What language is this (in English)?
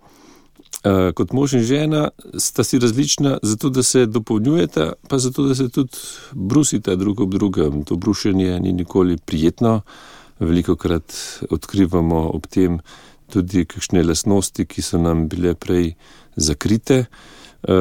Slovenian